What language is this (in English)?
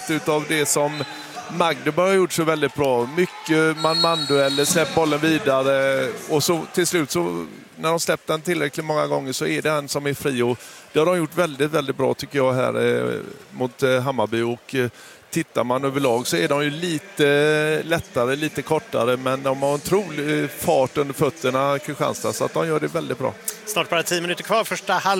Swedish